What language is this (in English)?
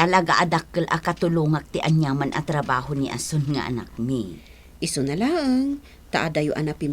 Iloko